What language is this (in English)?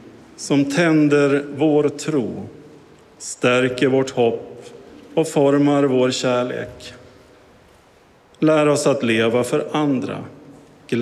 Swedish